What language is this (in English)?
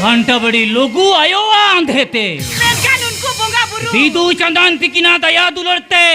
Santali